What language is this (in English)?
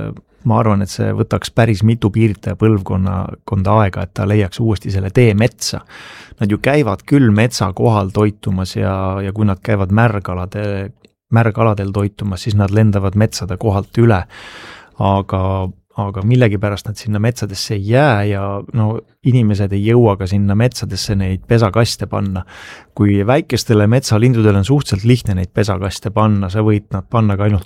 Estonian